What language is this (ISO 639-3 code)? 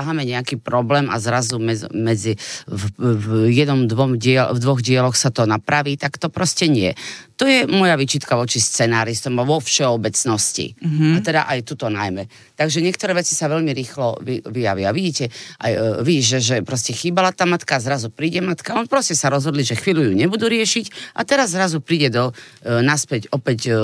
slk